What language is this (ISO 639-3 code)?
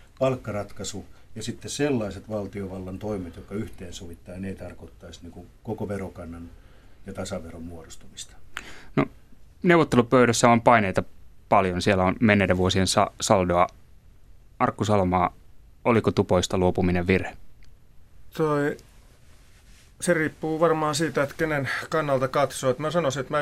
fin